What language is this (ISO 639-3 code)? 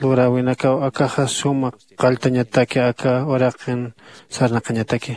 aym